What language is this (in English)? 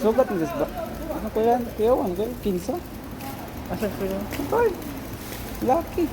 Cebuano